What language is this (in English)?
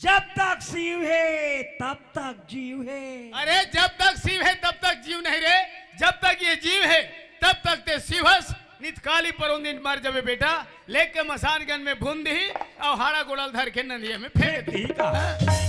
Chhattisgarhi